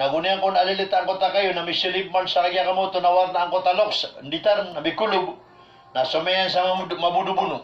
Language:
Maranao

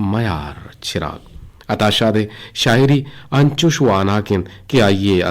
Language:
Eastern Balochi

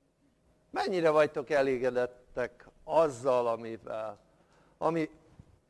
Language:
Hungarian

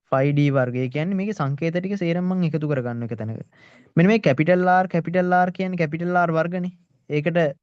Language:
Sinhala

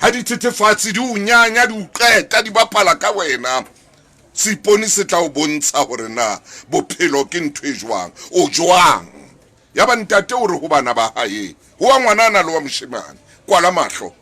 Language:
Southern Sotho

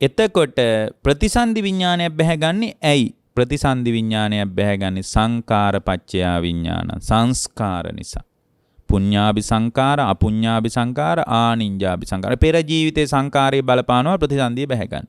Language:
Sinhala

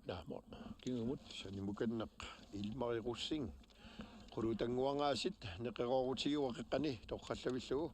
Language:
Kalaallisut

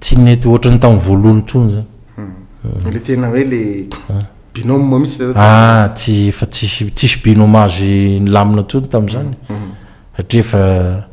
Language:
Malagasy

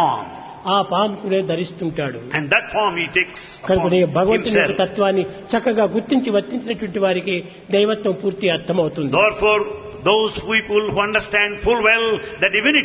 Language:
Telugu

